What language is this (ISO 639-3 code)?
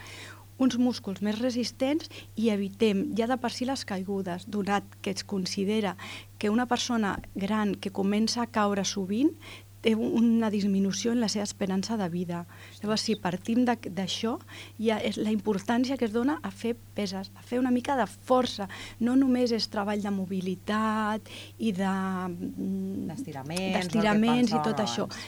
cat